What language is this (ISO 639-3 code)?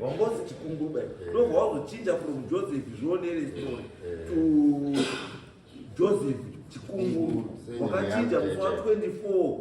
sna